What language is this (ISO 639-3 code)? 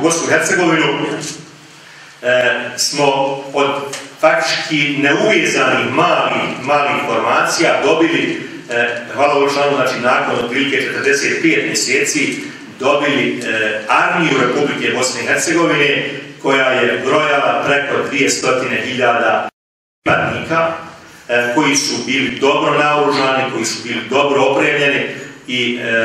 bos